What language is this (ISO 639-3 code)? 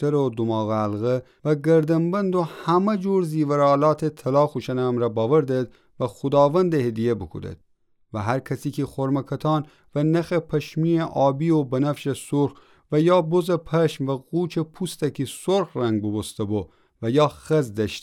glk